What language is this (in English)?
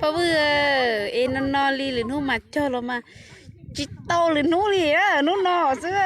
Hmong